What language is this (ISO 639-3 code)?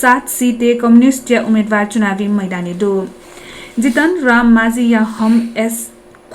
new